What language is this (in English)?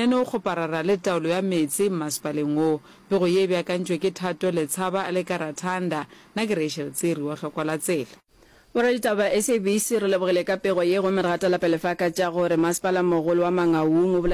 Northern Sotho